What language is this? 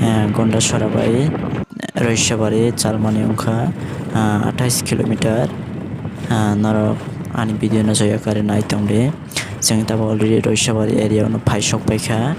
Kok Borok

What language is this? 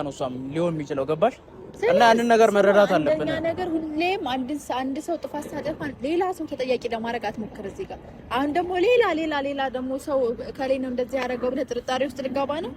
Amharic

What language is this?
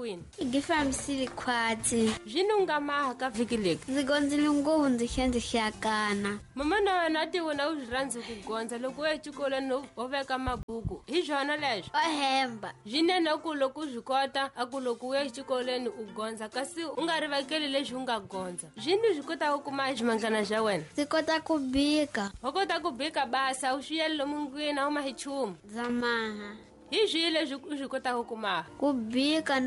Tsonga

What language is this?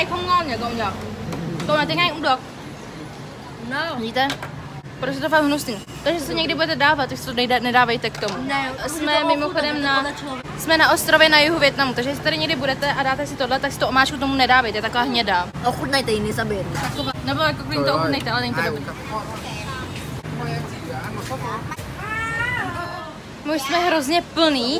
Czech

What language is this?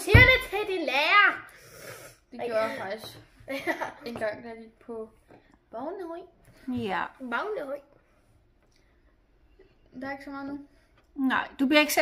Danish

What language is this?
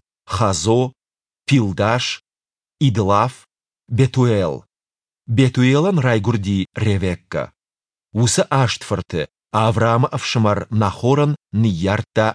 Ossetic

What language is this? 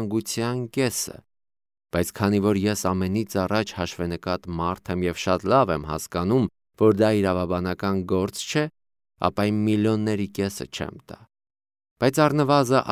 Armenian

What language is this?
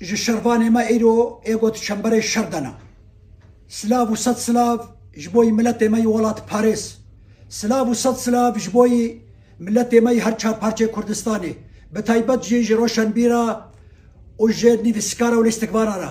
Kurdish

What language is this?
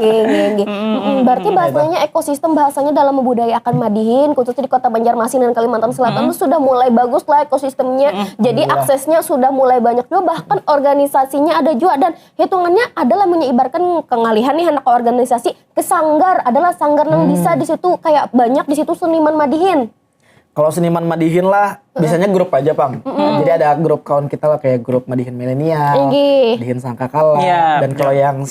Banjar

